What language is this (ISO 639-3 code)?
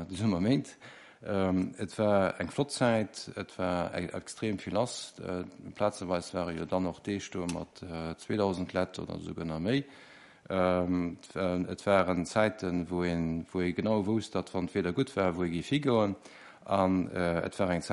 ltz